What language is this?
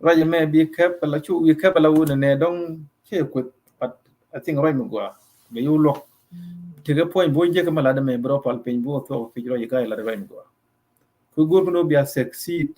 Nuer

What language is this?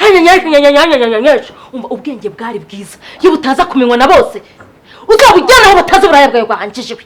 Kinyarwanda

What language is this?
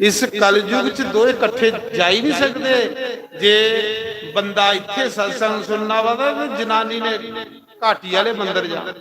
Dogri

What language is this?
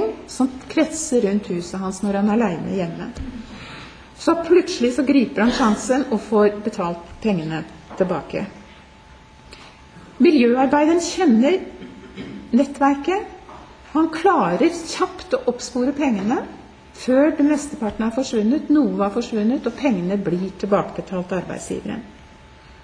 Norwegian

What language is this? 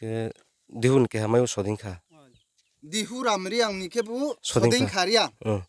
Riang (India)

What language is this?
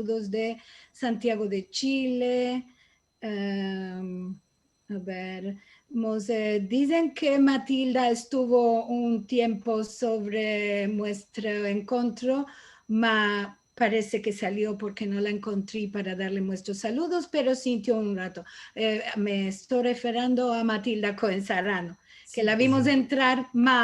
Ladino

